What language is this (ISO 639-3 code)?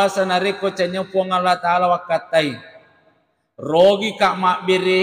bug